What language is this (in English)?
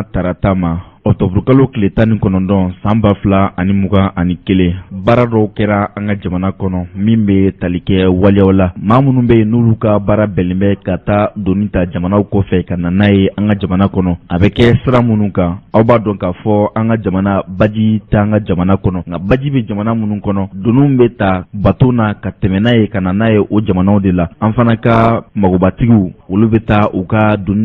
Bambara